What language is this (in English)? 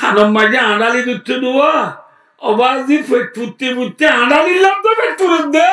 Rohingya